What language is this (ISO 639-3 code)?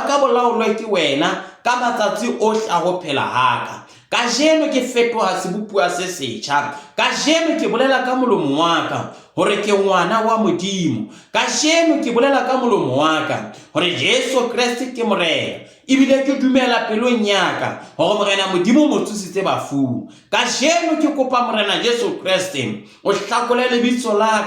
sot